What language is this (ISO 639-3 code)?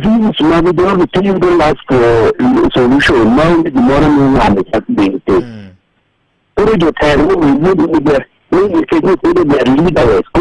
luo